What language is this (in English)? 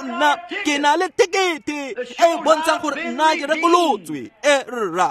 Tswana